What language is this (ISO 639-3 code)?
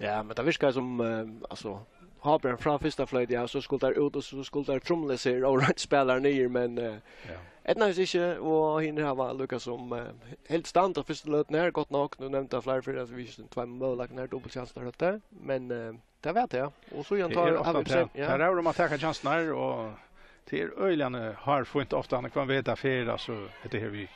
fao